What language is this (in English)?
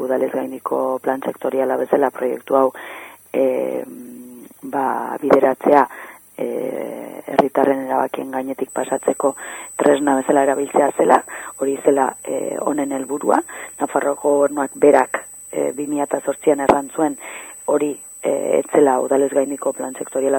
Basque